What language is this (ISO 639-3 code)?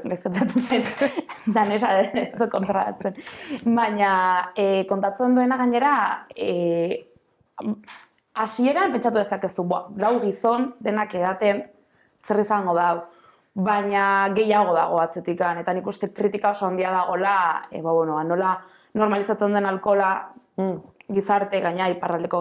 eus